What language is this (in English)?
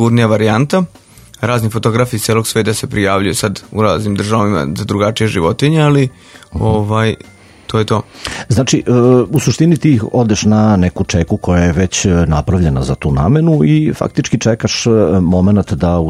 Serbian